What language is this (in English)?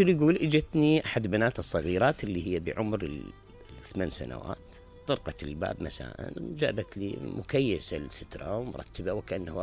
Mesopotamian Arabic